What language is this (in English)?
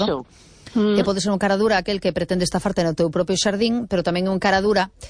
Galician